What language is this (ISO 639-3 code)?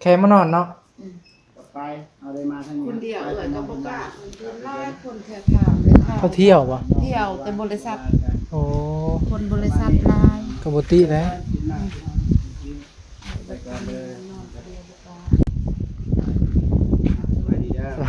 tts